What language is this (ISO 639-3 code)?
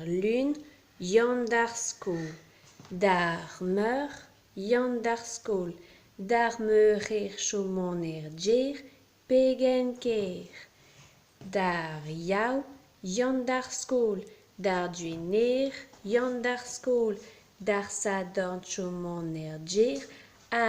bre